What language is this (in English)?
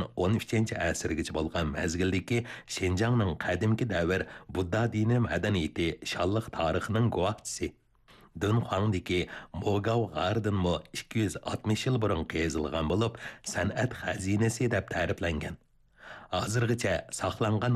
Uyghur